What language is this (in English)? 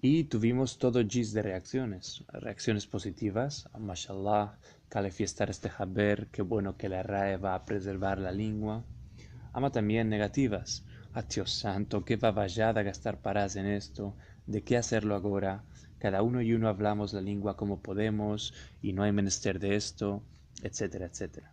Ladino